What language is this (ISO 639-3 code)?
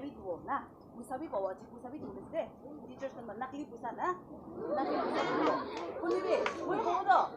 nag